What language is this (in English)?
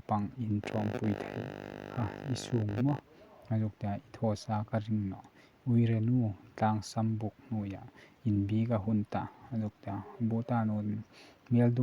Hmar